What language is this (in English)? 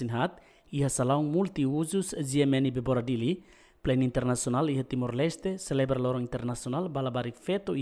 Tetum